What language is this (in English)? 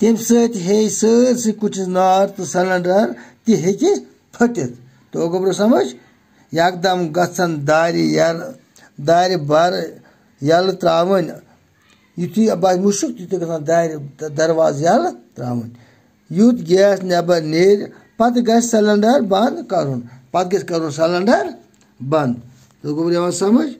Kashmiri